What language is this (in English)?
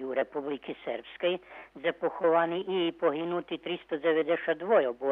Rusyn